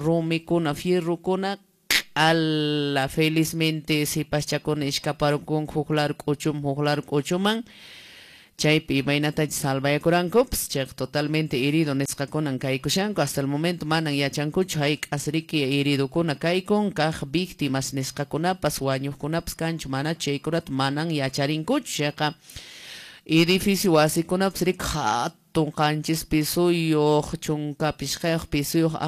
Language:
Quechua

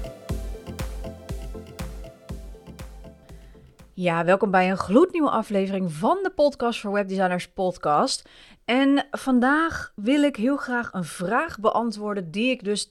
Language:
Dutch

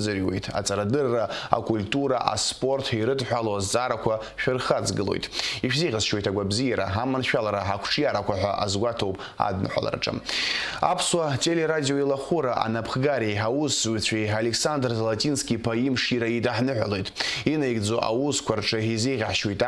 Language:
Abkhazian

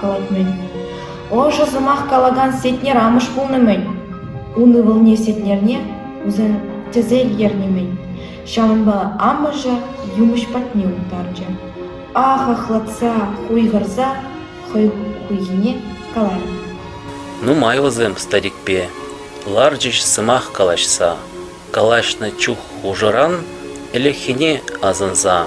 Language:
Chuvash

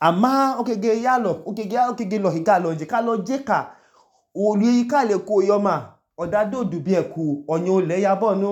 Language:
Idoma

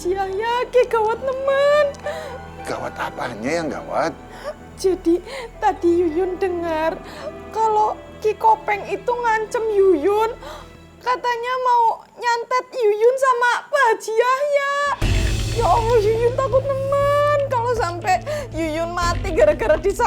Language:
Betawi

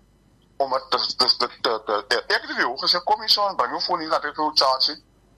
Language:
Afrikaans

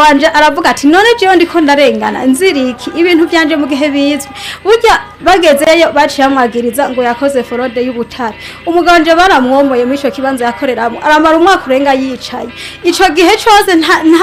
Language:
Rundi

